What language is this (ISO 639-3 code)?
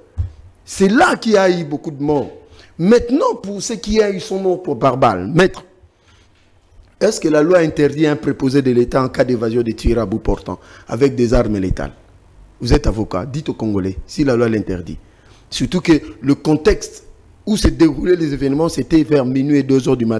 fra